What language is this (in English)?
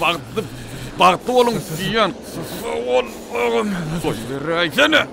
Turkmen